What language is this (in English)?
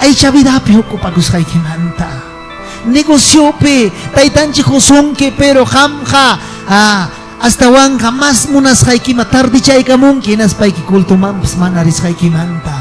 Ayacucho Quechua